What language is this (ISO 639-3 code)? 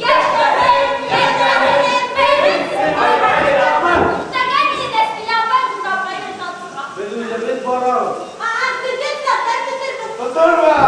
bak